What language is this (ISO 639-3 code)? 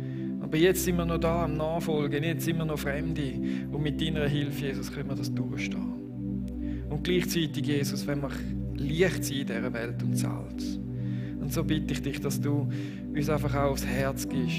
gsw